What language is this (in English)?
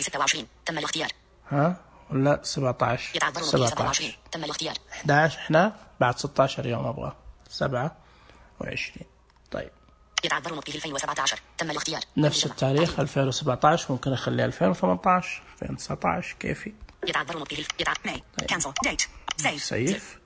Najdi Arabic